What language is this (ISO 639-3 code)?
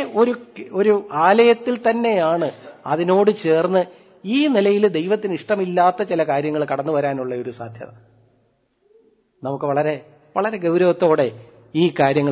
mal